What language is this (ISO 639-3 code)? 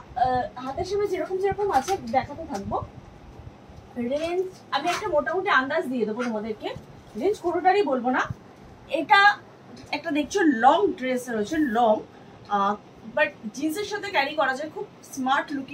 ben